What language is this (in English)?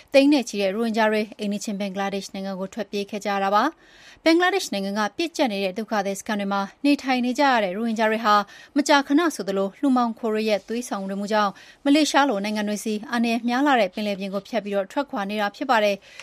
Burmese